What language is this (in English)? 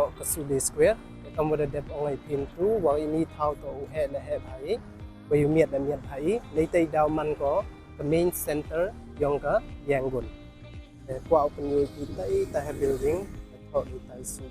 Pnar